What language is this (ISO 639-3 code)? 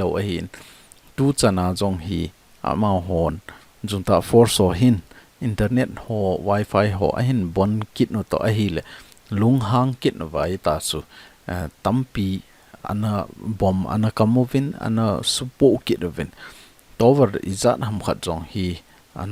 tcz